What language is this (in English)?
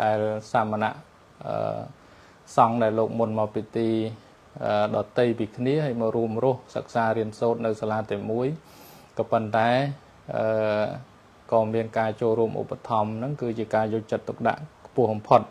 Khmer